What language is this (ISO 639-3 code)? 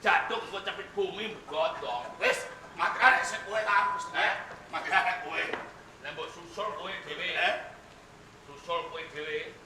jav